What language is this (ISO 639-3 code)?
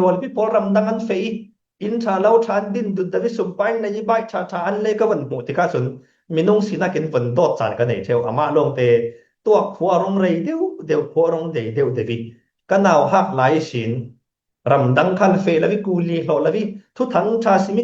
cfm